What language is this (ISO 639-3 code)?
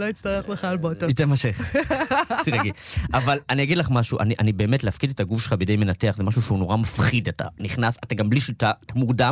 heb